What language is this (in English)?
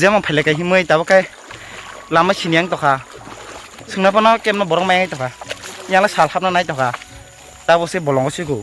Kok Borok